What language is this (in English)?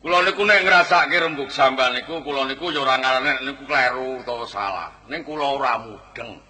Javanese